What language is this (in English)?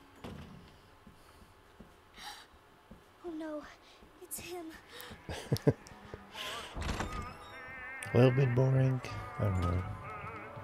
English